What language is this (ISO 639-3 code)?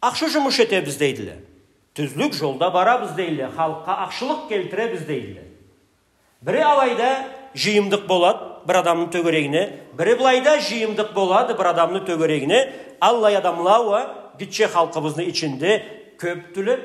krc